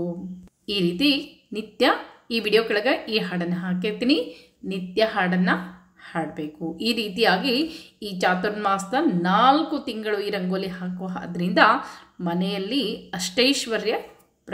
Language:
Kannada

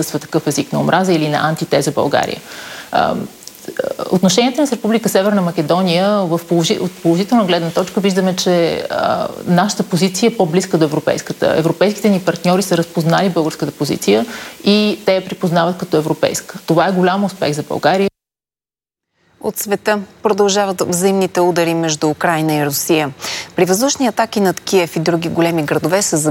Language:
Bulgarian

